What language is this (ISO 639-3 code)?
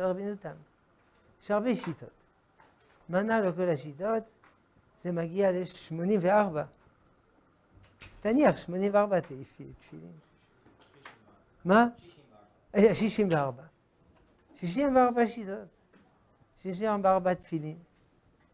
heb